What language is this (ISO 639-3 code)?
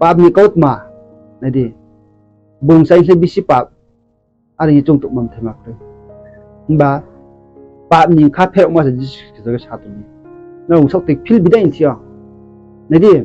ria